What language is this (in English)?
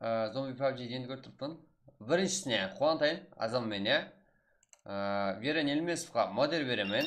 Kara-Kalpak